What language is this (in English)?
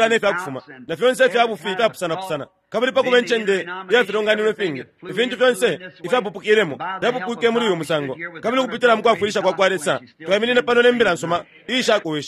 Bemba